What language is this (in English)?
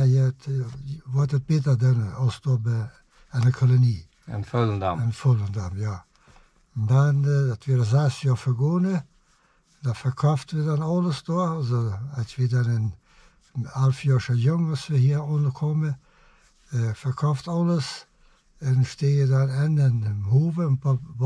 Plautdietsch